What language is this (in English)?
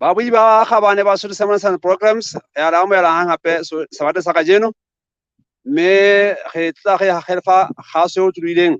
Southern Sotho